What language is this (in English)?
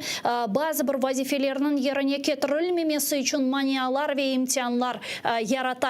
Crimean Tatar